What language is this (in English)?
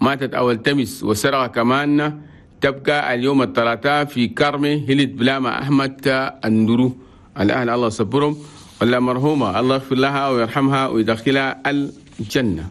Chadian Arabic